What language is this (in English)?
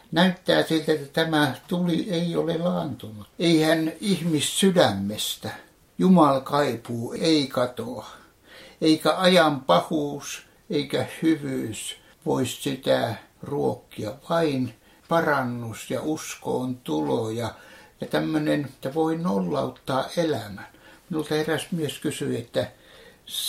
Finnish